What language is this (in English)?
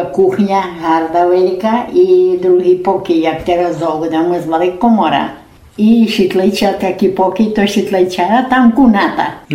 Rusyn